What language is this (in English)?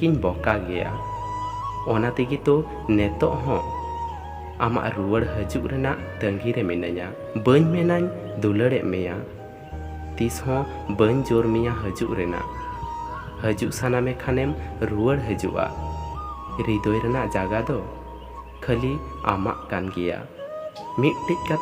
Santali